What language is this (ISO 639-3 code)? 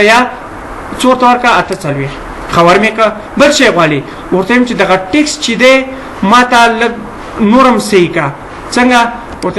pus